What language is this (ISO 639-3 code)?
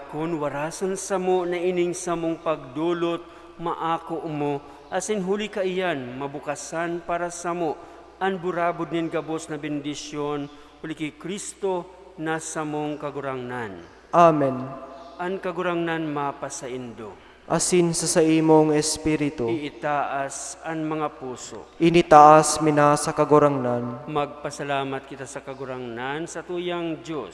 bik